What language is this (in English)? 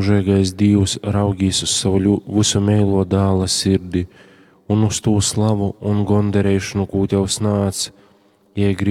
Latgalian